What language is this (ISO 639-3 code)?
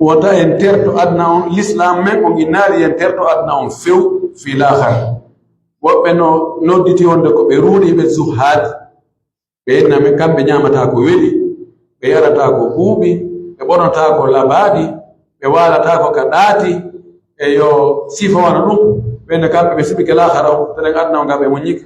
fuf